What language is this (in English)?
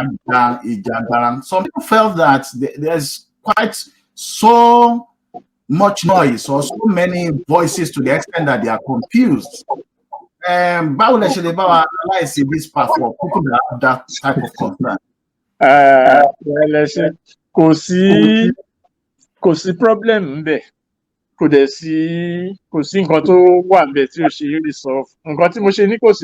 Yoruba